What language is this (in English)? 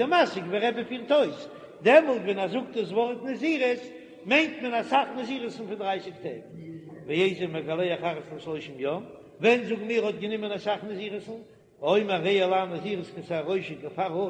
Yiddish